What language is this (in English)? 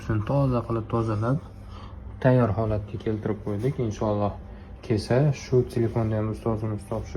Uzbek